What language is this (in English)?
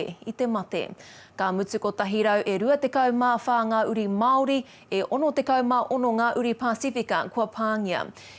Māori